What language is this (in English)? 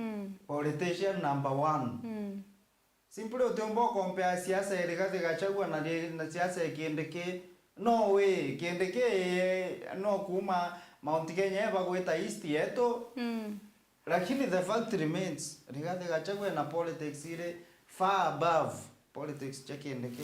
Meru